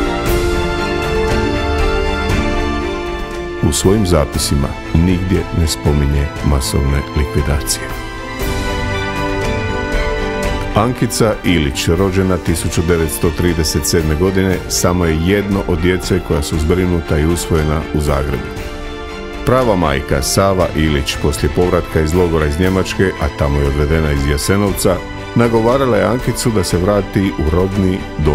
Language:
Croatian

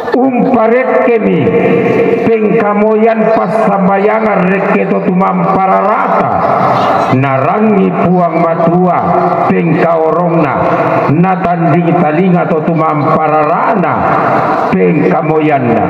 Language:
Toraja-Sa'dan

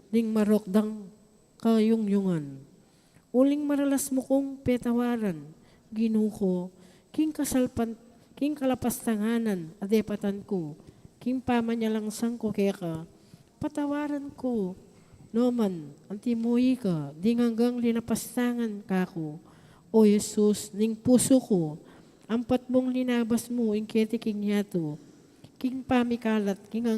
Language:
Pampanga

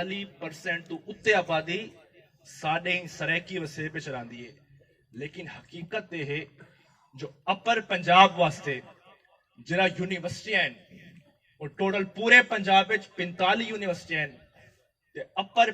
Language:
Saraiki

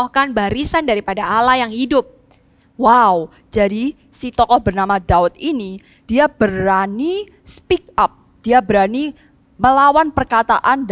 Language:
Indonesian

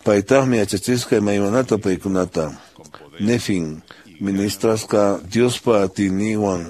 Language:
Quechua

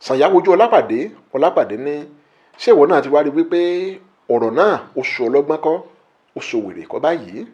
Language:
Yoruba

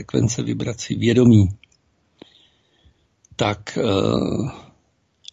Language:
Czech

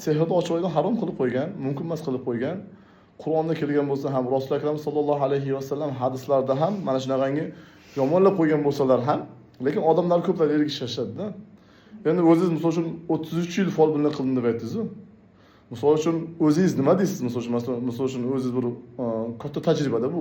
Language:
Uzbek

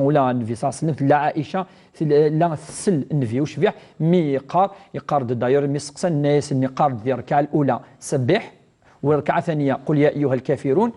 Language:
Kabyle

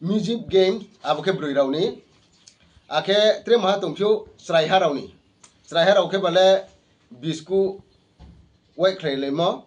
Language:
Riang (India)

